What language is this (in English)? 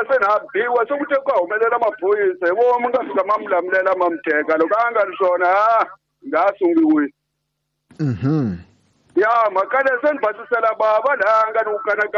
Tsonga